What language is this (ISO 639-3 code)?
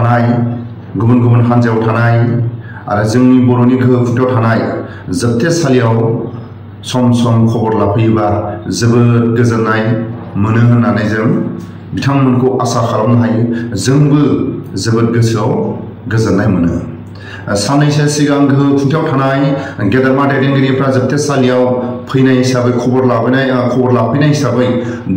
brx